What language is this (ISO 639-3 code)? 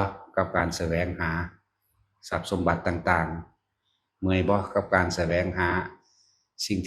tts